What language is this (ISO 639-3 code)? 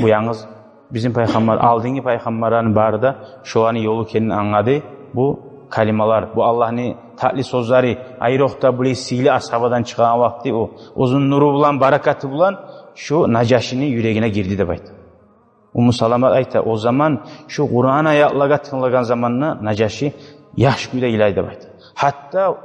kum